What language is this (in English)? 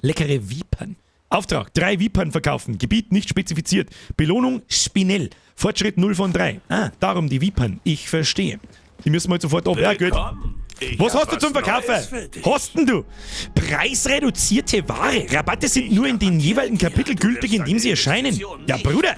Bavarian